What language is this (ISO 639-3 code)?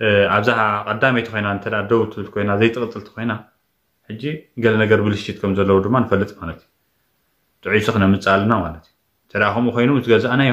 tir